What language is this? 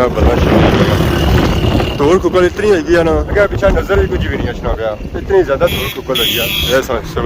Pahari-Potwari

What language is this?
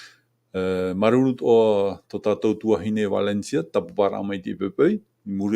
Tahitian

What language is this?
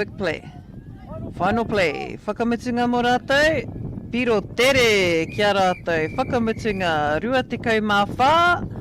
Māori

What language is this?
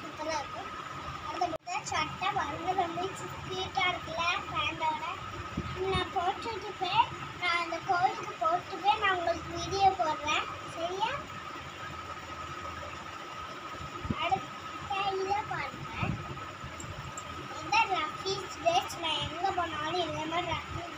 Tamil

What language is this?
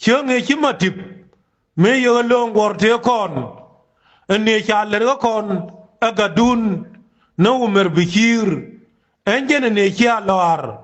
Nuer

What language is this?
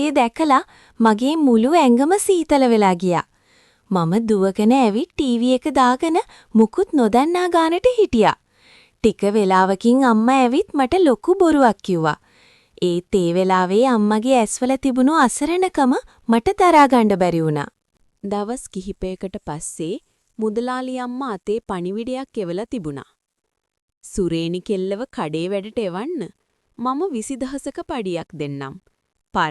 Sinhala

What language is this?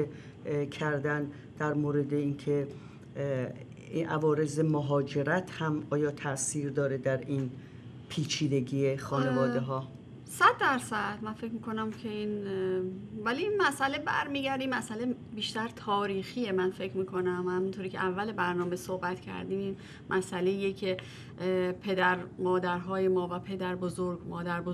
Persian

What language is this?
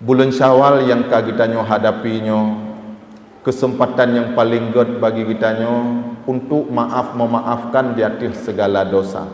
Achinese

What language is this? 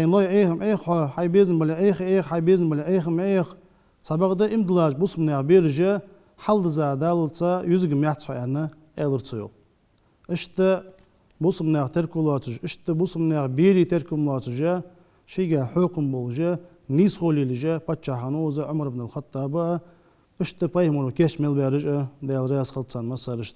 Ingush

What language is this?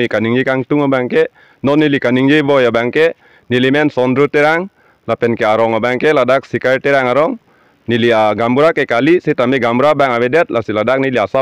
Karbi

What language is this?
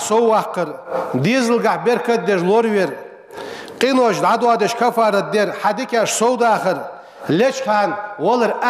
Ingush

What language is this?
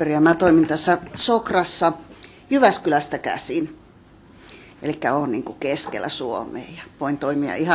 Finnish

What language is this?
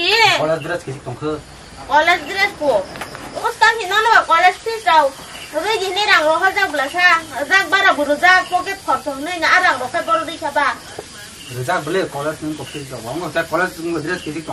Kok Borok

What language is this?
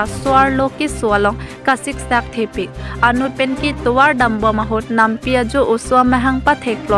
Karbi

